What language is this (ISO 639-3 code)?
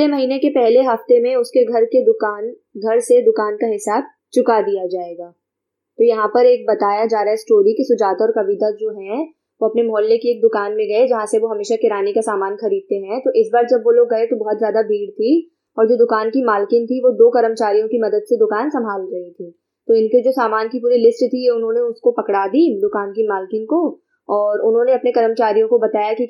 hin